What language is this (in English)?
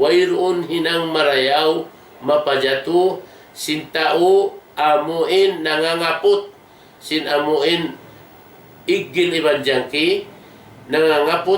Tausug